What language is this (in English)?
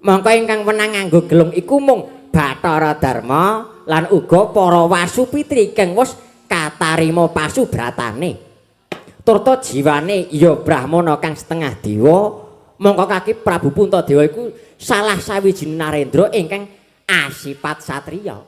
Javanese